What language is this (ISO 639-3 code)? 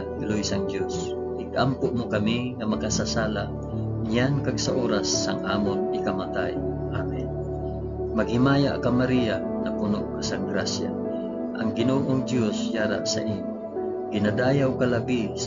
hil